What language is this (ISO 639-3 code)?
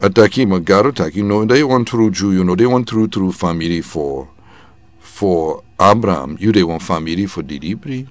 srn